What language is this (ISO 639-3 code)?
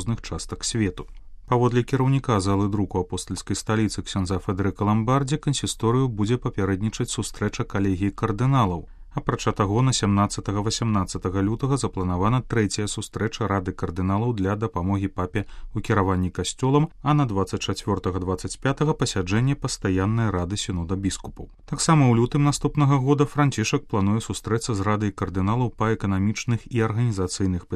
bel